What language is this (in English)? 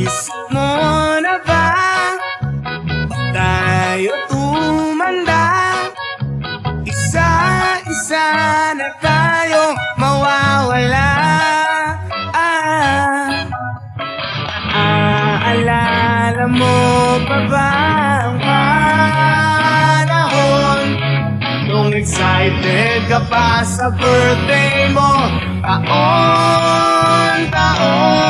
Filipino